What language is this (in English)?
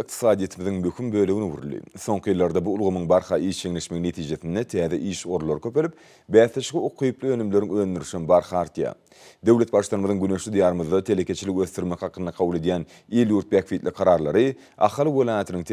Turkmen